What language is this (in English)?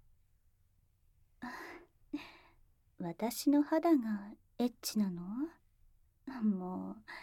Japanese